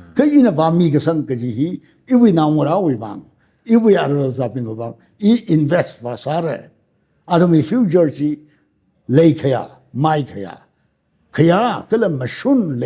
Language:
Tangkhul Naga (India)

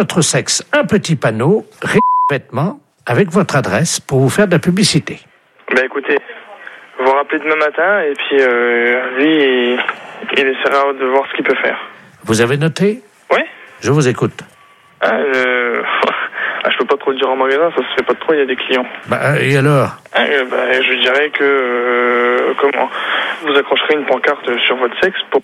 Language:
French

